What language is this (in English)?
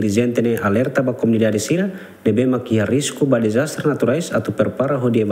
Tetum